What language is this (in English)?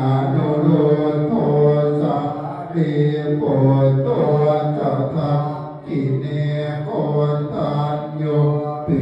Pali